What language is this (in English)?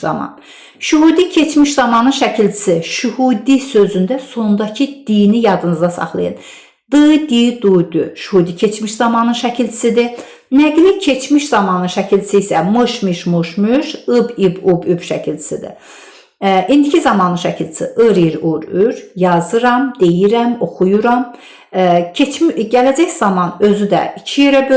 Azerbaijani